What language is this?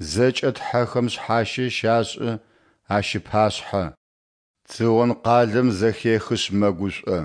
Adyghe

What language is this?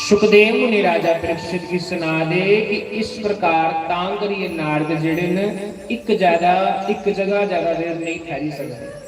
Dogri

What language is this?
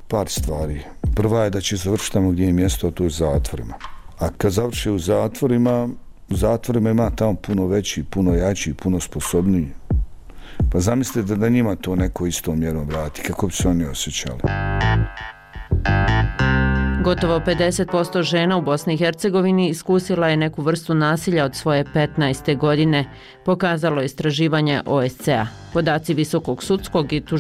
Bosnian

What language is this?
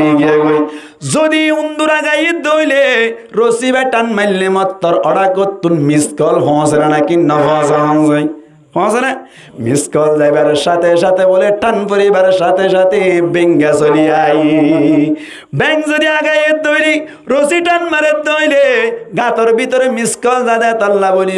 Rohingya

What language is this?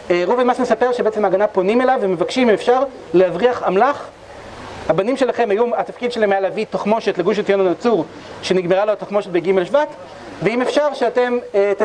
Hebrew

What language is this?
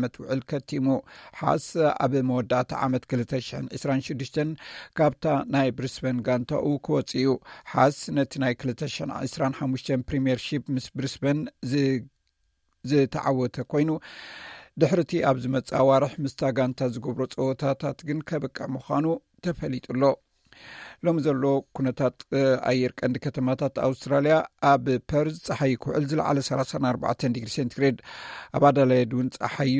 Tigrinya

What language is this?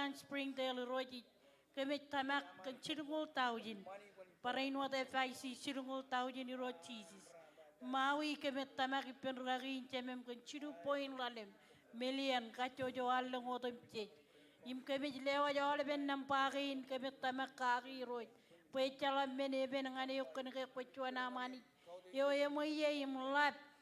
Marshallese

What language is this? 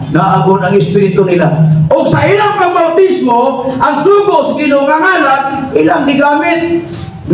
Cebuano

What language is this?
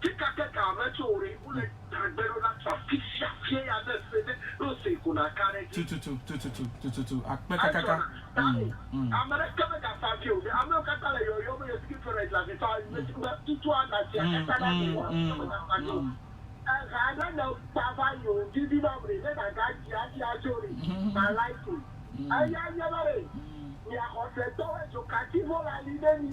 Ewe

